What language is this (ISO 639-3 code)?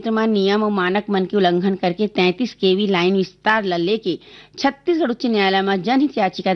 hne